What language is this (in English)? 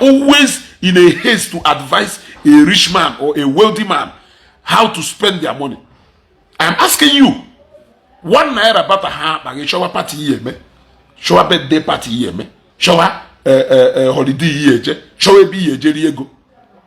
Igbo